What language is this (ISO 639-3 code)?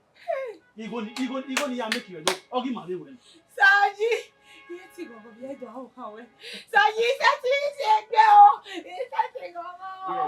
bin